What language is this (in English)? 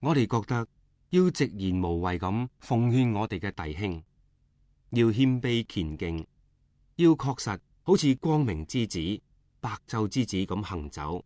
Cantonese